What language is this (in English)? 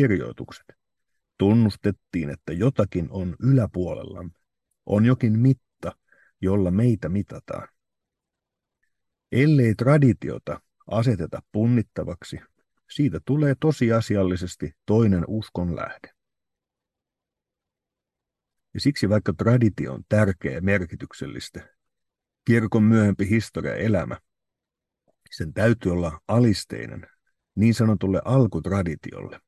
Finnish